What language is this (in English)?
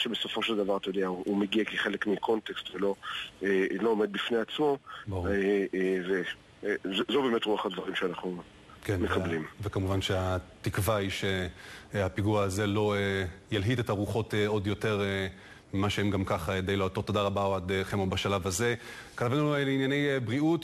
Hebrew